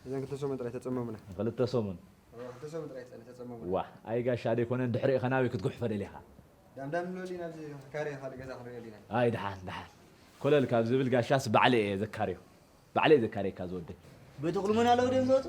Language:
Tigrinya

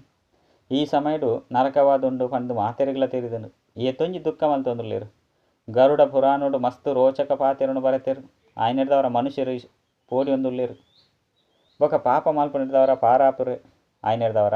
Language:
Tulu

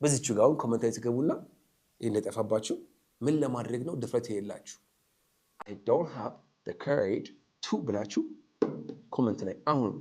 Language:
Amharic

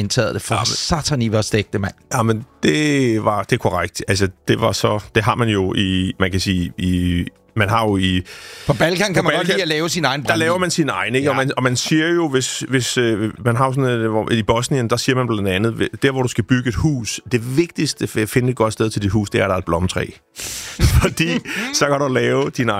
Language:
Danish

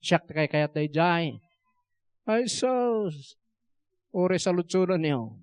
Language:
Iloko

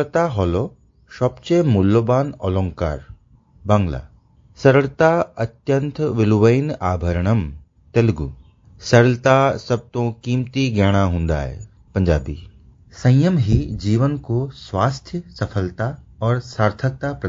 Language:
Sanskrit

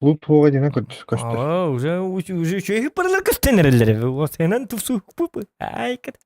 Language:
Yakut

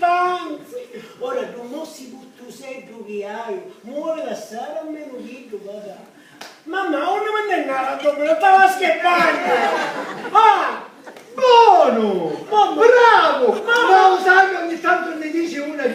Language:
Sicilian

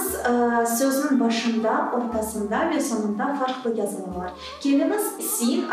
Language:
Crimean Tatar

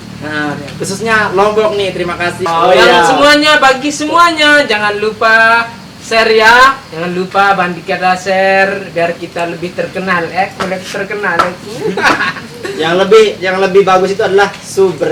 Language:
Sasak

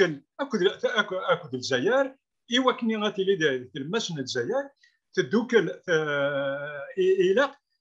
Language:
Kabyle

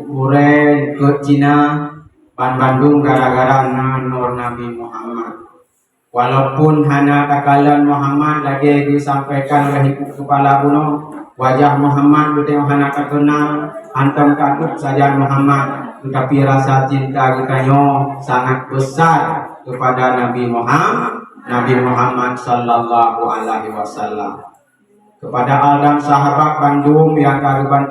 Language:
Achinese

